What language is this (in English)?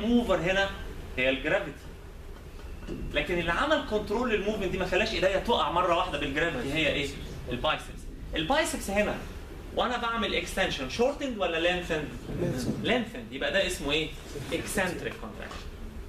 Egyptian Arabic